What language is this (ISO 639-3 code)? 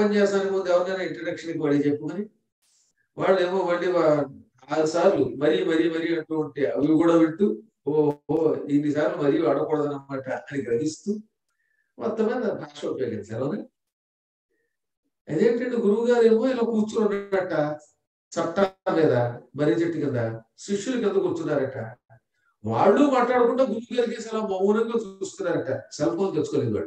tel